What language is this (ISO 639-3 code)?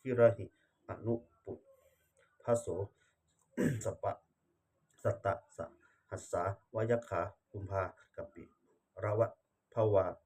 pli